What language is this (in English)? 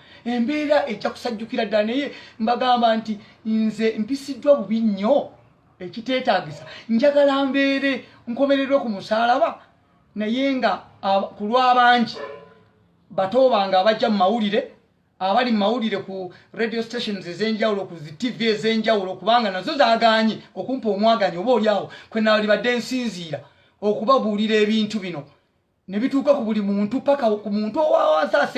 Ganda